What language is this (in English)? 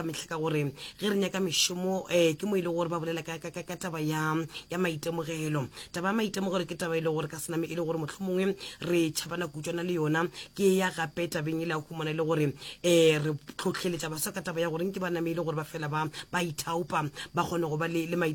Northern Sotho